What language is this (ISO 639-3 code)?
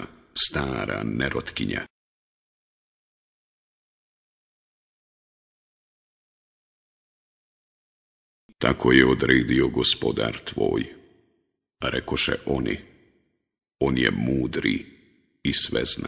bos